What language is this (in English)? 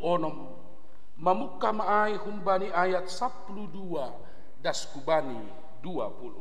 Batak Simalungun